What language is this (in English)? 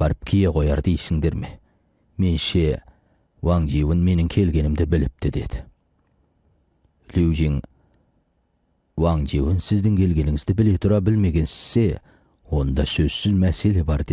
Kazakh